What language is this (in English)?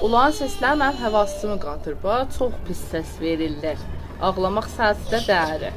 South Azerbaijani